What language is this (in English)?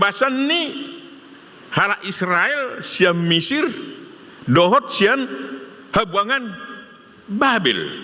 Batak Toba